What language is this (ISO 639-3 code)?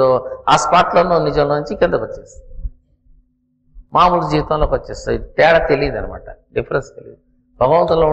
tel